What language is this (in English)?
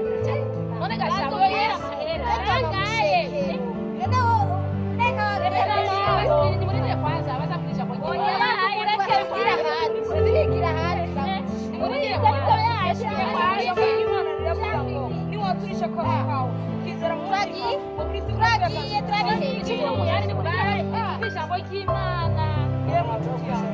Rundi